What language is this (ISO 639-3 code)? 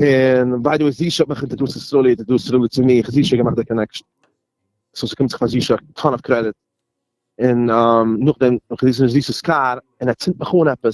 yid